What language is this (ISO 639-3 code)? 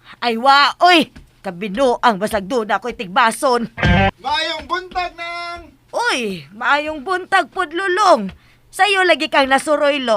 ceb